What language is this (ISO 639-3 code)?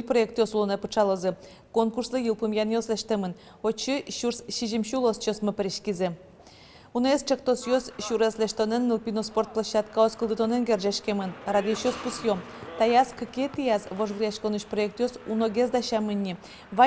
udm